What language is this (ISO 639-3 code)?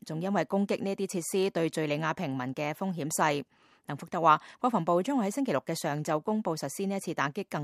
yue